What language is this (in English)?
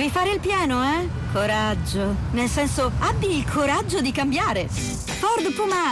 Italian